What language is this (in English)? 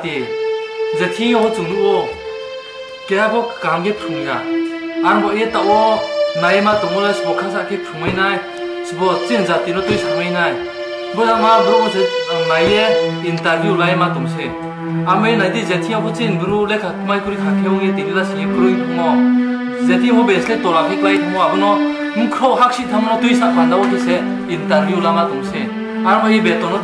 Riang (India)